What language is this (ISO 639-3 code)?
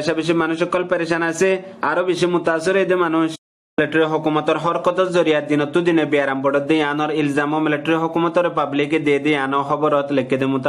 rhg